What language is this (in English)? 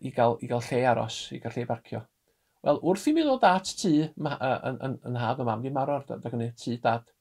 Welsh